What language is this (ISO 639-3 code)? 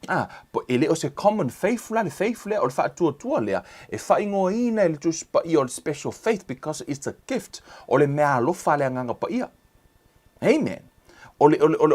smo